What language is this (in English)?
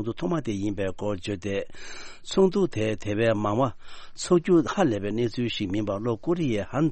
Tibetan